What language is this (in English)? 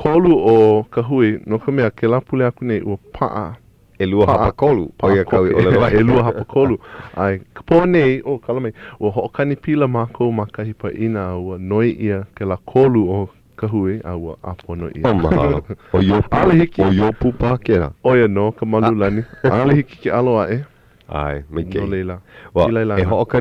Hawaiian